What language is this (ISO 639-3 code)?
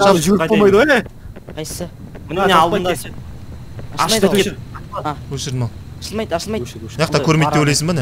kaz